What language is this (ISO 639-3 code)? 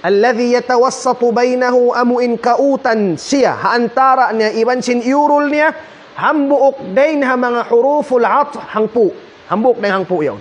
tsg